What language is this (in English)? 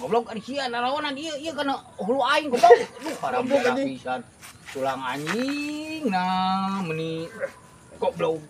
Sundanese